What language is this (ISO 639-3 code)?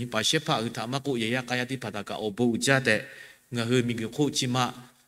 lhu